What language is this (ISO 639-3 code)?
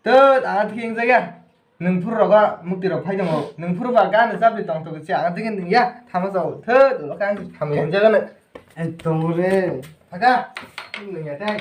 trp